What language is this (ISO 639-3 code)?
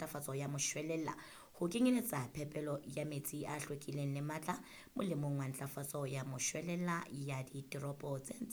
sot